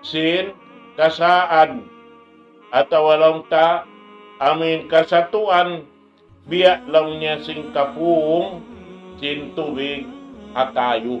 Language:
Tausug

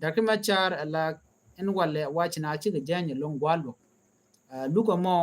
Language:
Nuer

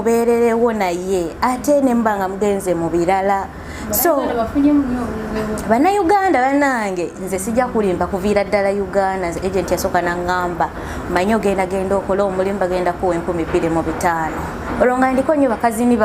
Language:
Ganda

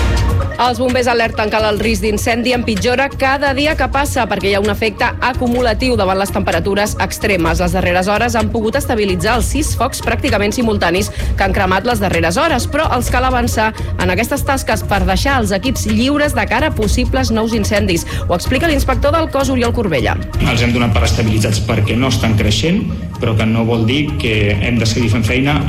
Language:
Catalan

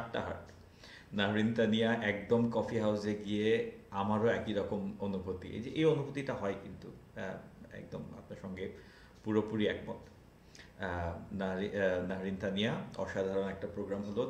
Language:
Bangla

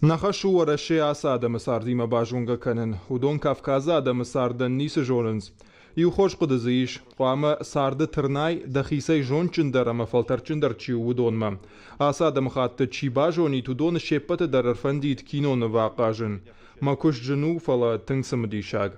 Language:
Ossetic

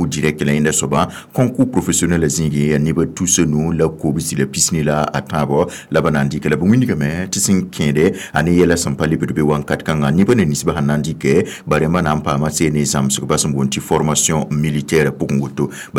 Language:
Mossi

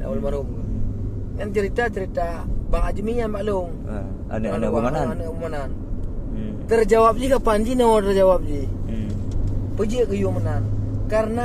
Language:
Achinese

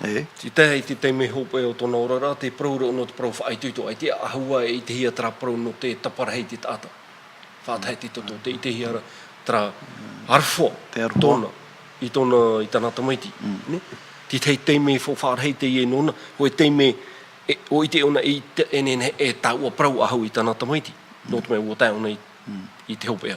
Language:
Tahitian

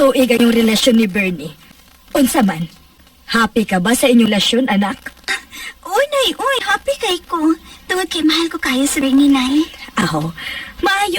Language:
Cebuano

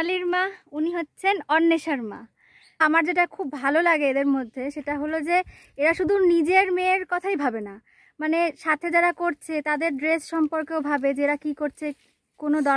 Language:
Bangla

